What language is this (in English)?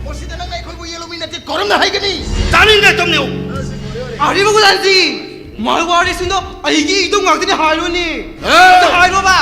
Manipuri